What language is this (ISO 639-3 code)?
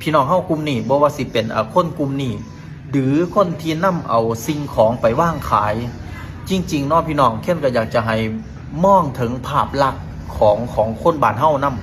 lao